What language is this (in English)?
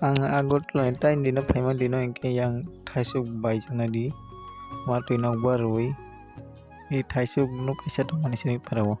Kok Borok